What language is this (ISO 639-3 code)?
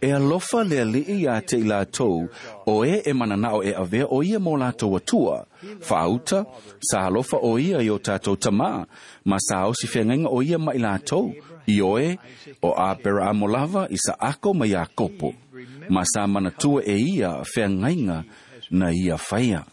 smo